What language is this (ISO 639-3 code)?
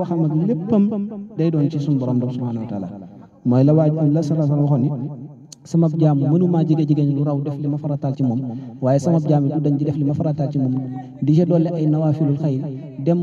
wol